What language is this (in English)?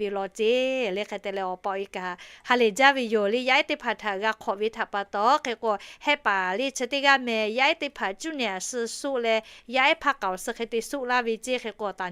Lahu